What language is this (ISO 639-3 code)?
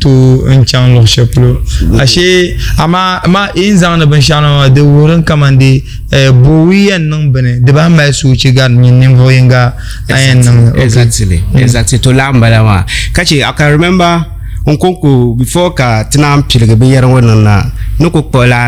dag